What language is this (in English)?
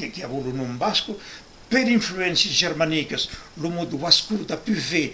Occitan